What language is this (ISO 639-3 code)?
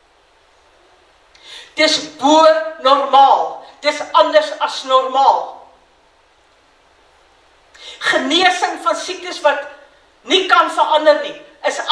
afr